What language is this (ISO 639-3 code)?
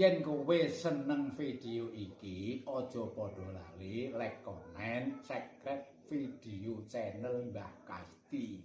jav